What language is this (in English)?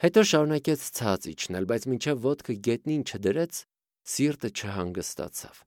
Armenian